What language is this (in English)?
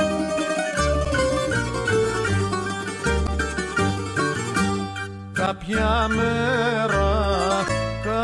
Greek